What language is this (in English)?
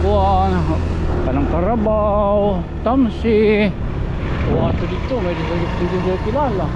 Waray